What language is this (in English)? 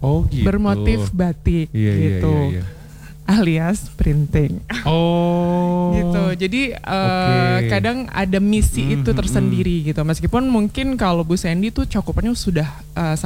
Indonesian